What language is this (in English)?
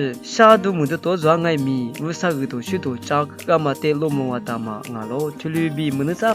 Lisu